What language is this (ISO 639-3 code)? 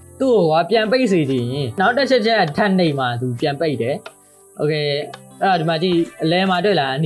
mya